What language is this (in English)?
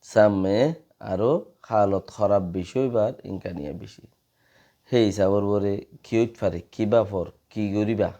Rohingya